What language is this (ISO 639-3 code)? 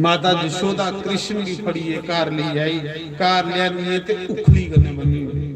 doi